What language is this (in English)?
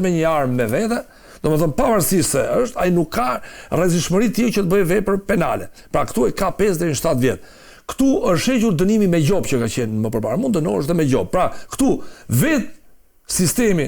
Albanian